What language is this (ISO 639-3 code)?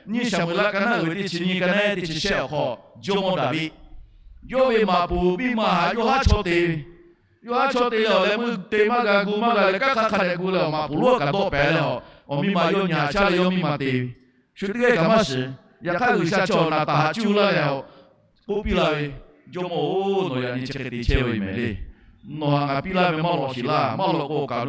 lhu